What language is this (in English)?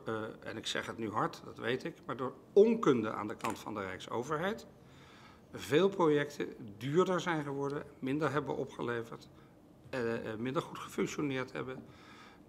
Dutch